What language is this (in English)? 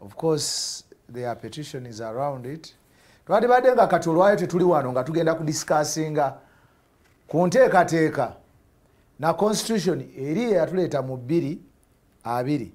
Ganda